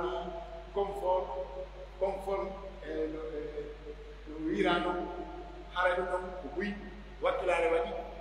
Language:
Pular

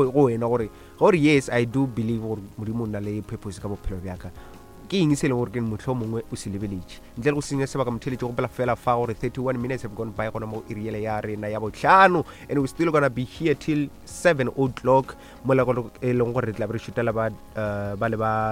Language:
Northern Sotho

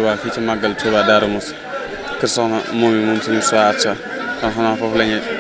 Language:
Wolof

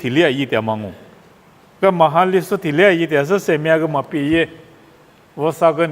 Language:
Lisu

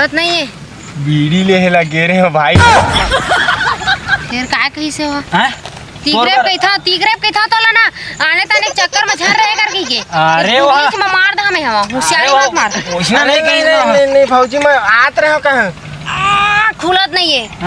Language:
Chhattisgarhi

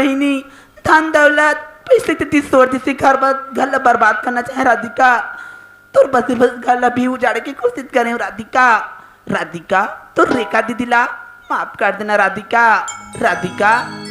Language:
Chhattisgarhi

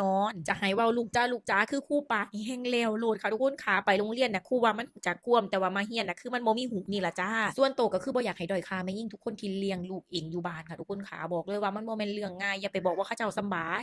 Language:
Northeastern Thai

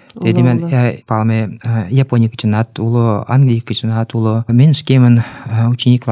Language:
Mari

